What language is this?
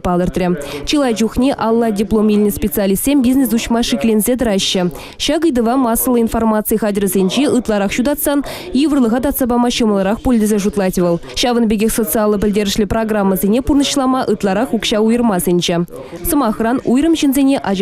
Chuvash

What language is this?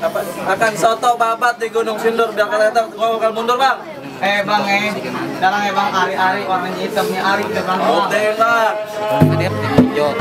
Betawi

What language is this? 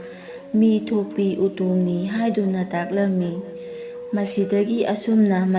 Manipuri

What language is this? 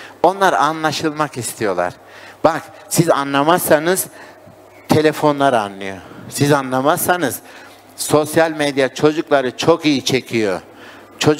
Turkish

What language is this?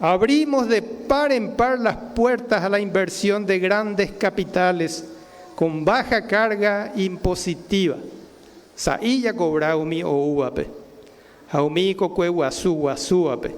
Guarani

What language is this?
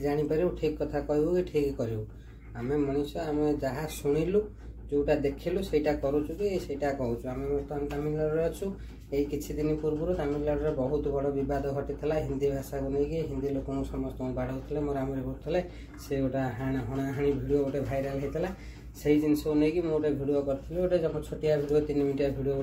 Odia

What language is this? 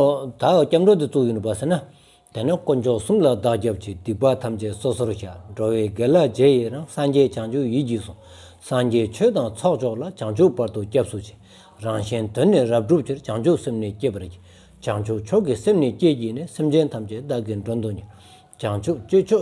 Stod Bhoti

